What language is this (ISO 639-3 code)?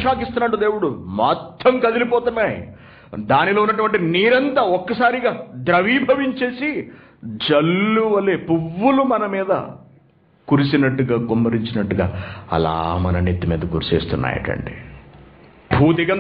tel